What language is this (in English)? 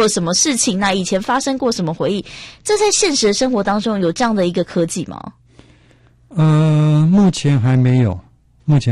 Chinese